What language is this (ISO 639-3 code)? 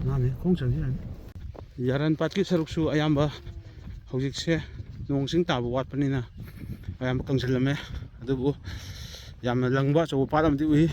mni